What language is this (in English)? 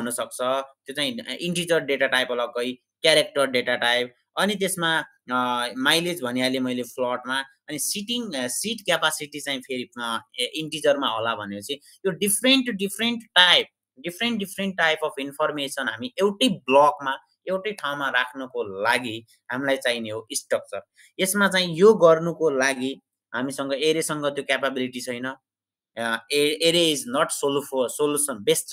Nepali